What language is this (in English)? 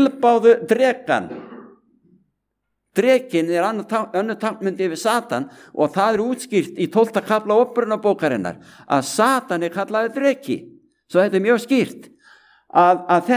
Icelandic